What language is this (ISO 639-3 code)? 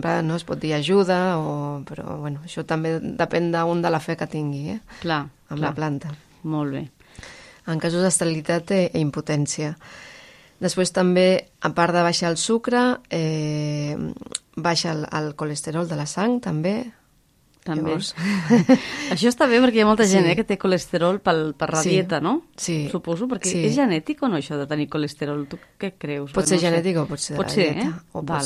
cat